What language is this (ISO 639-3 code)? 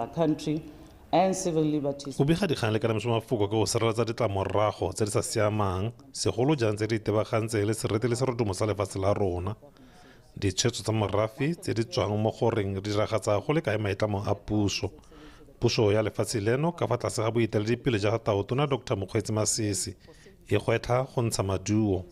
tsn